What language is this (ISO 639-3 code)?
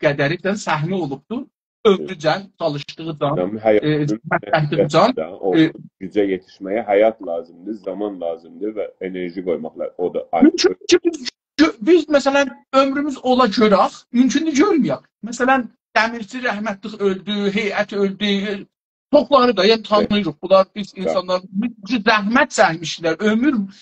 azb